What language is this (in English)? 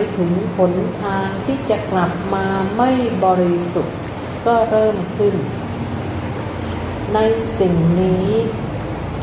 Thai